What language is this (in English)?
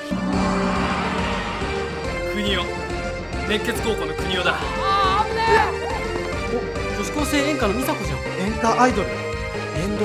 Japanese